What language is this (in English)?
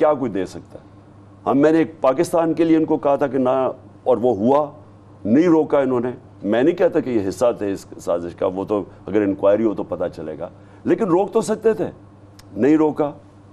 Urdu